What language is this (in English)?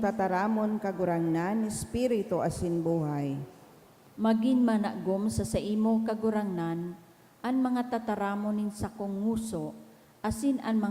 Bikol